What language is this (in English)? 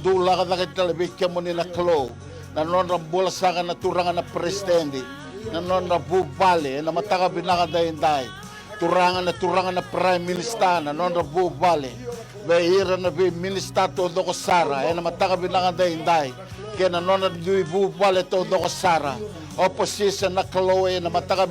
Fijian